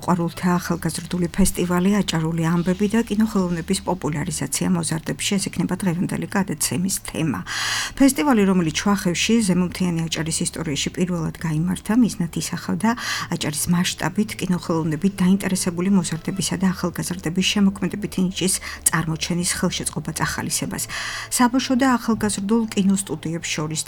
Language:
Georgian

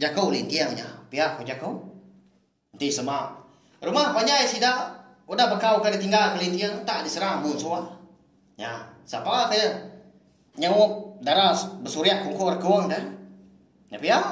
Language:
Iban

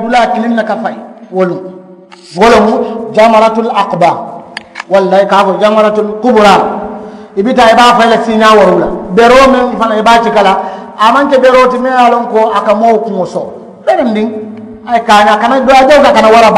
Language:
Mandingo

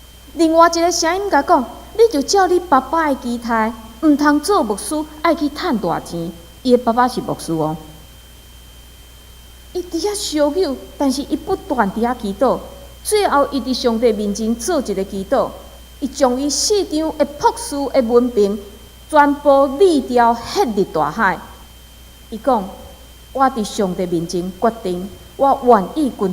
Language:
Min Nan Chinese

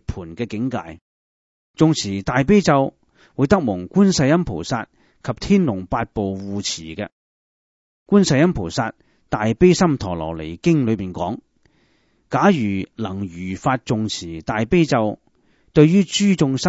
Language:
Cantonese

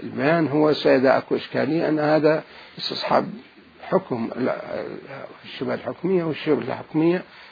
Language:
Mesopotamian Arabic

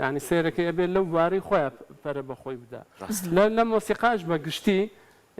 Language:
Central Kurdish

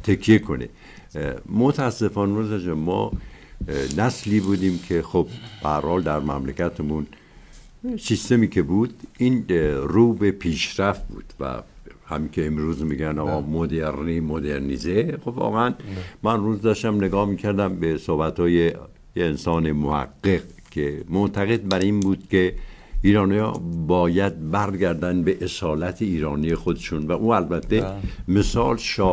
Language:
Persian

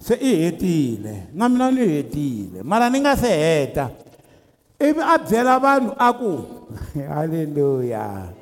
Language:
Tsonga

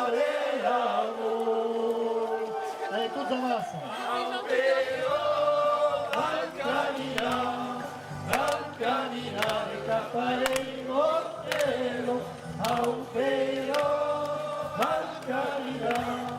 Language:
Occitan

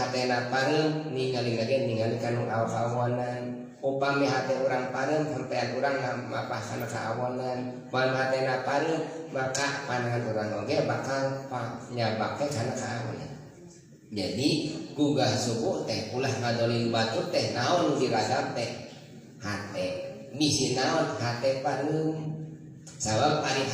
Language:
Sundanese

